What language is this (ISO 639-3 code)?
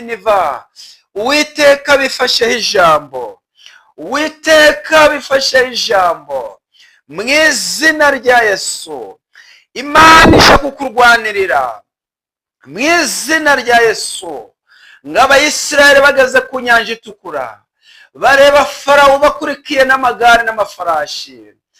kin